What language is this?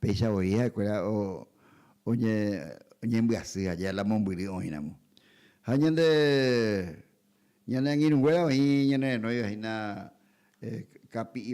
Guarani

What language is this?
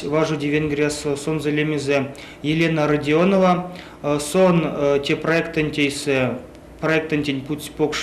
Erzya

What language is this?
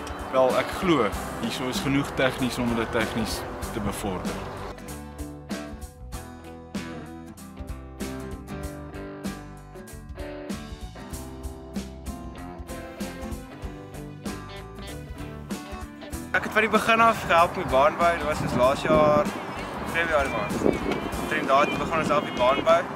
Afrikaans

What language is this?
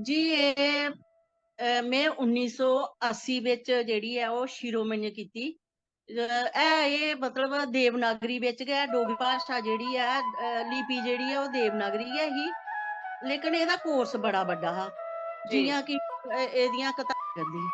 Dogri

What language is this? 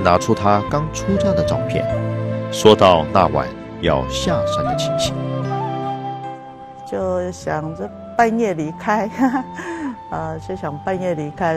Chinese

